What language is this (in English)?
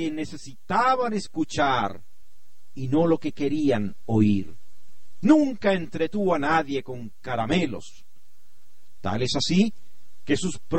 Spanish